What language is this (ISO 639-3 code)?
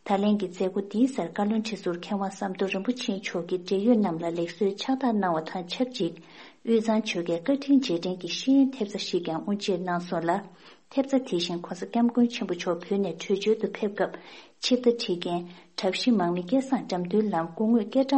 bod